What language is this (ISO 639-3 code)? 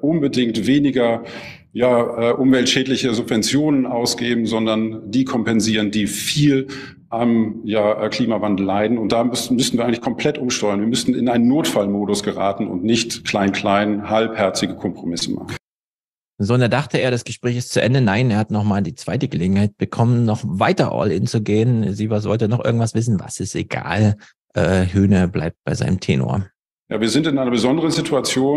deu